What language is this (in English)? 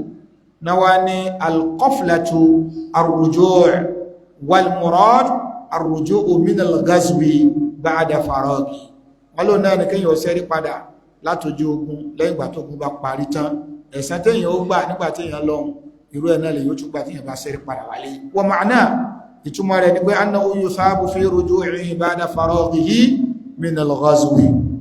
Yoruba